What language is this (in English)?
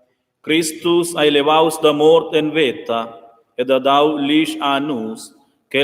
Romansh